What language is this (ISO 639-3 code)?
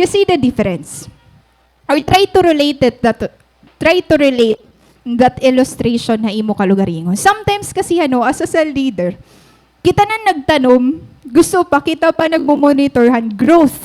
war